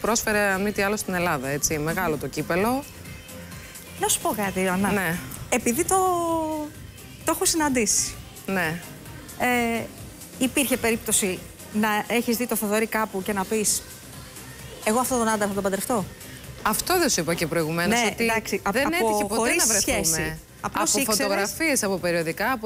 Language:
Greek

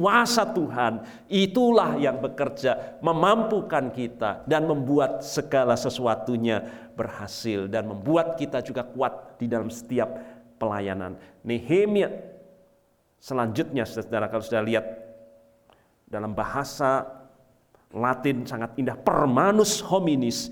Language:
Indonesian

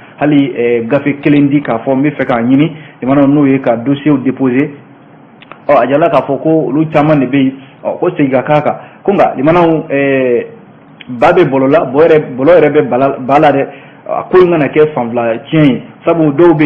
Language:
Bambara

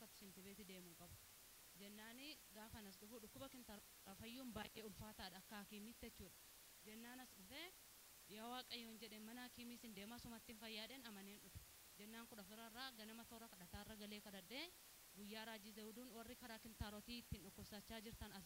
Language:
Tigrinya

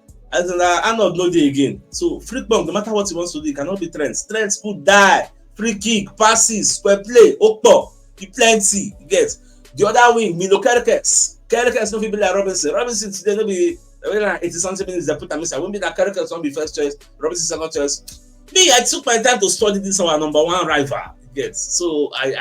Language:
Nigerian Pidgin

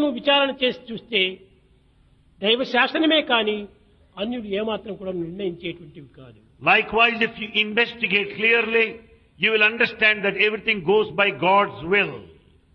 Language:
Telugu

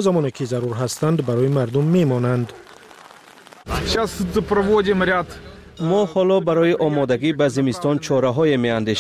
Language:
Persian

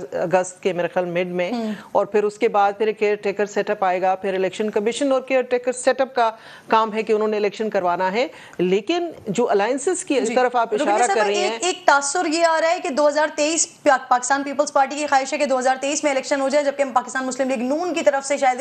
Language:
Urdu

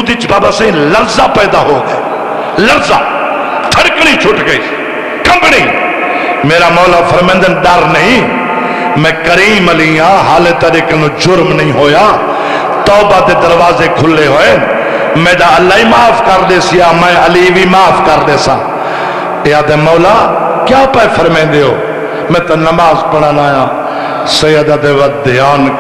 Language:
Saraiki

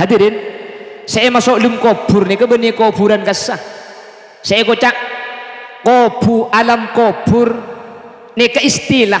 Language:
Madurese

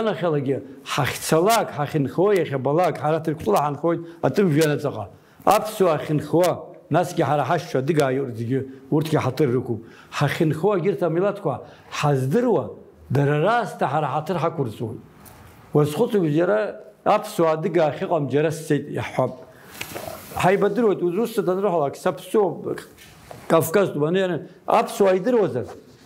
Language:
Abkhazian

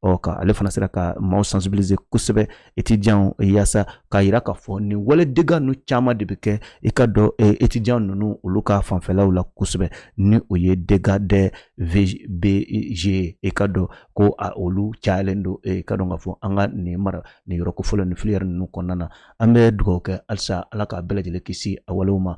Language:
Bambara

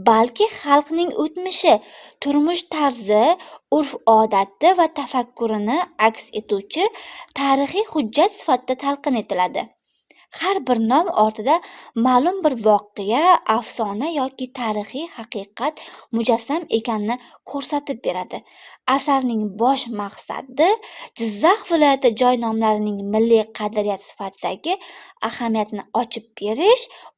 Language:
Uzbek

